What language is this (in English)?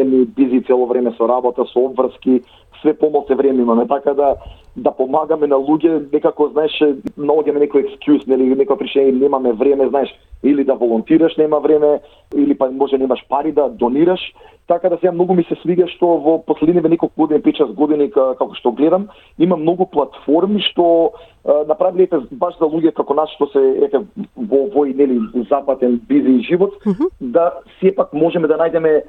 Macedonian